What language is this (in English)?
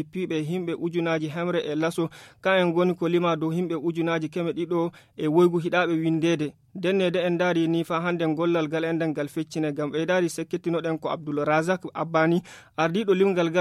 Nigerian Fulfulde